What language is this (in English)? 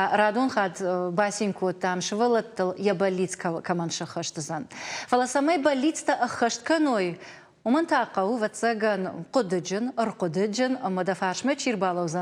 Ossetic